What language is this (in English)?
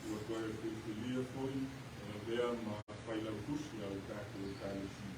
Samoan